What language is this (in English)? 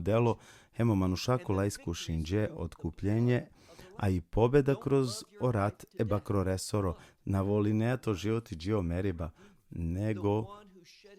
Balkan Romani